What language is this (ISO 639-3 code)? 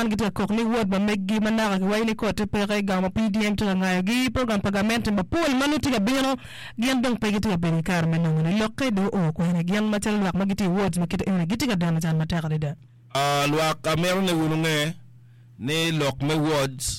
ach